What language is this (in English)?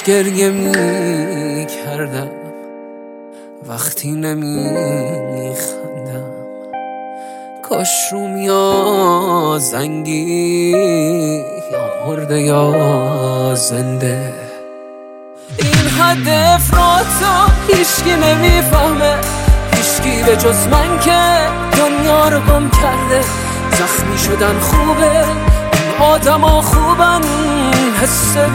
Persian